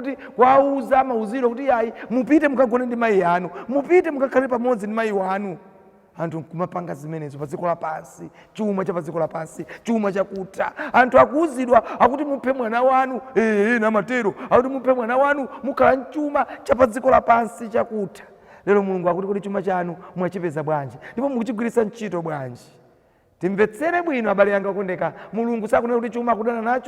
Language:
Nyanja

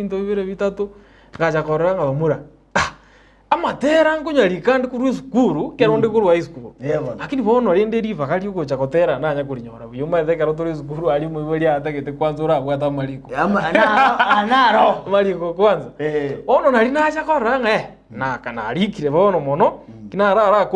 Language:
Gusii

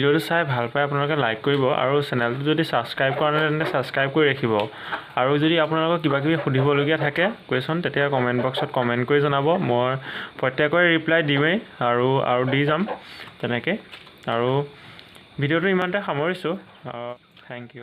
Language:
Assamese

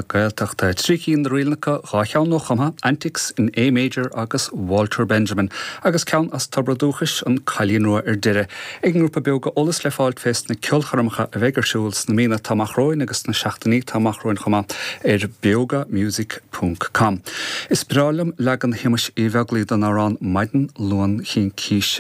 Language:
Irish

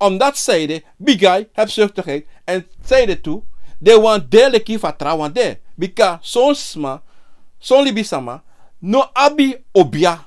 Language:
Sranan Tongo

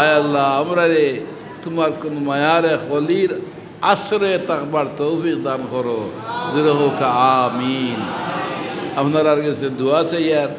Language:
Sylheti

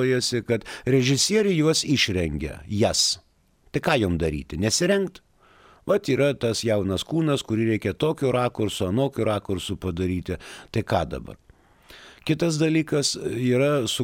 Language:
Lithuanian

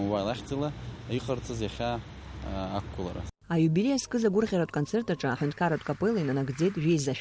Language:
Abkhazian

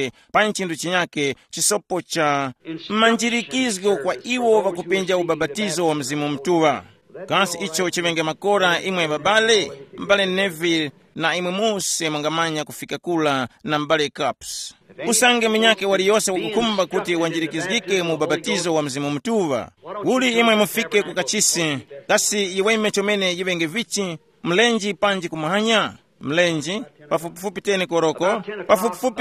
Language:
Tumbuka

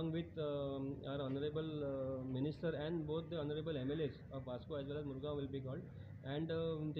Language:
Konkani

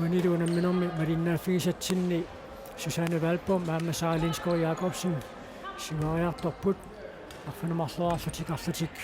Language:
Kalaallisut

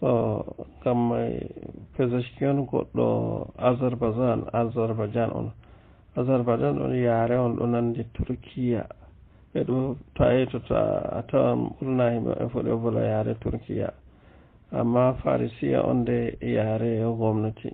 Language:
Fula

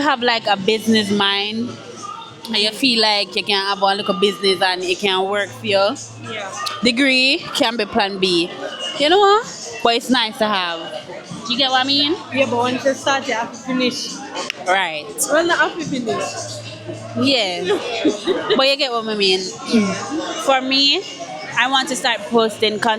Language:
Jamaican Creole English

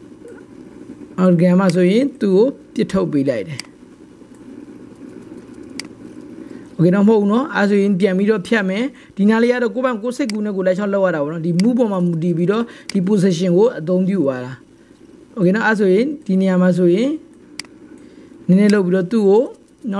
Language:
Burmese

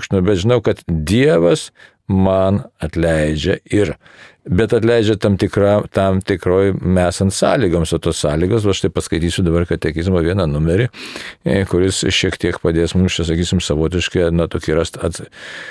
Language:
Lithuanian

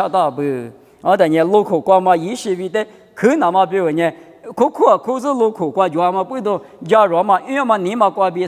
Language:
Lisu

